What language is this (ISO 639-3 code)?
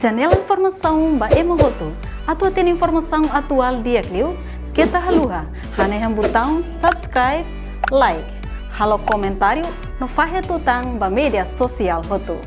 tet